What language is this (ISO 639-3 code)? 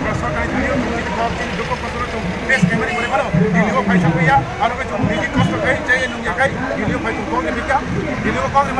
trp